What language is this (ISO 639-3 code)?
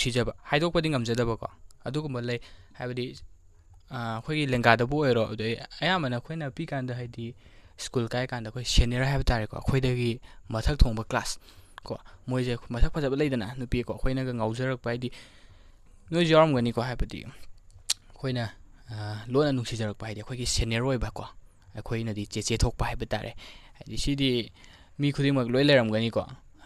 mni